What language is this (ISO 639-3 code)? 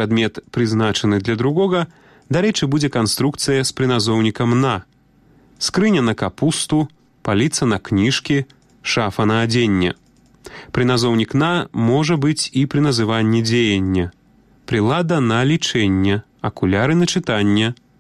bel